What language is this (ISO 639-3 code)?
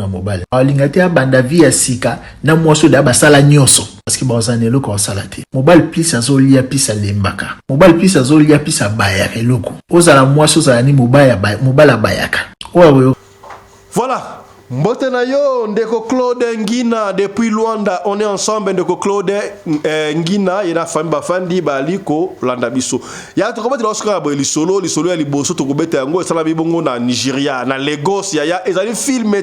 lin